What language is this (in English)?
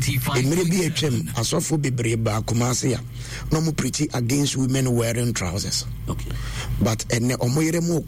Akan